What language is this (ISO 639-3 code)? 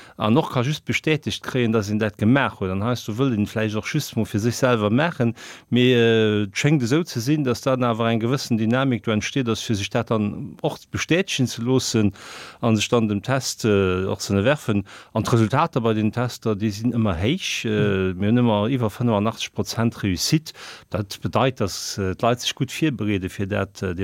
ltz